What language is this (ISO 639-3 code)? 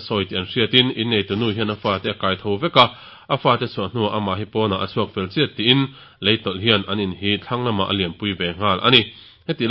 lus